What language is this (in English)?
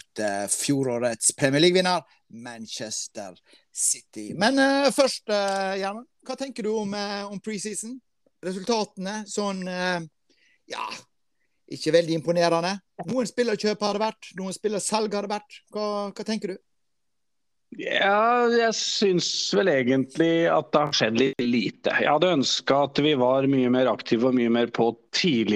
Norwegian